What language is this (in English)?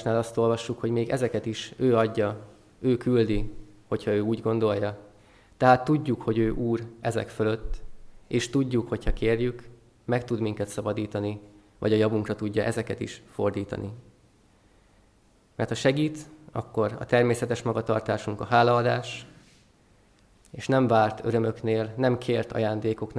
Hungarian